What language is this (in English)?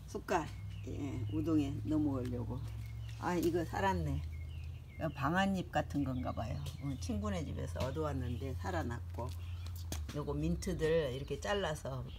Korean